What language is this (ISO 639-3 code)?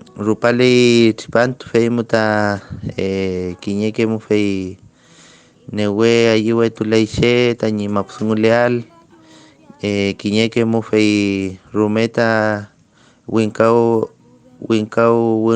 arn